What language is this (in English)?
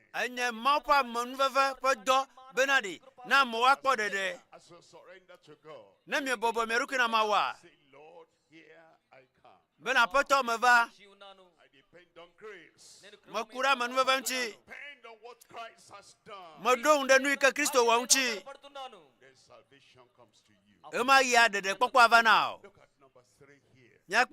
Ewe